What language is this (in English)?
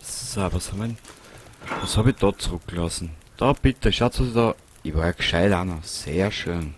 Bavarian